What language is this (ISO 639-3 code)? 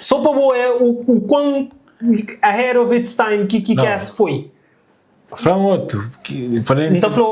kea